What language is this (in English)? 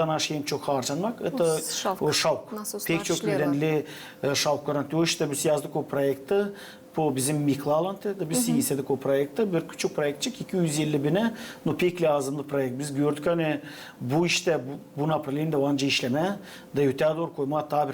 Gagauz